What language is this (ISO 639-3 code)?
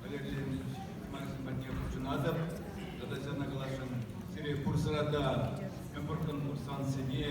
chv